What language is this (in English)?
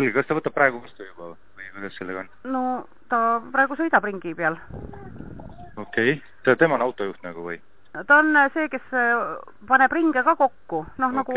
Estonian